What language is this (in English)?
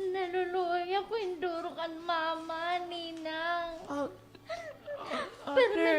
Waray